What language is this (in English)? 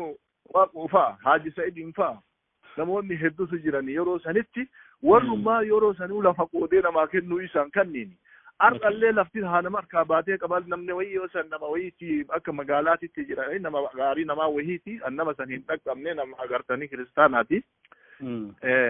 Oromo